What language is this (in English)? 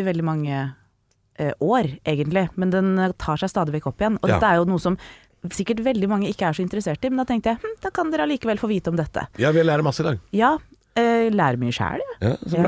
Norwegian